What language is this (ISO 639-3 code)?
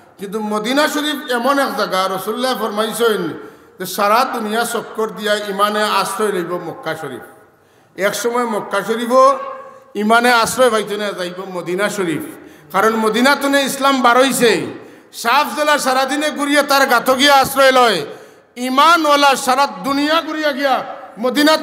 syl